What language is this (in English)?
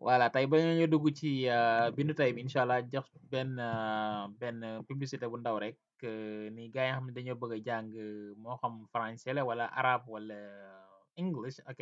Wolof